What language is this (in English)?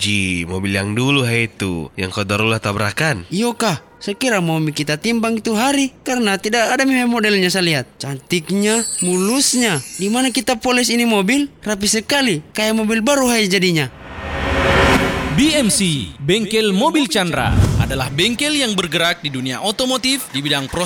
Indonesian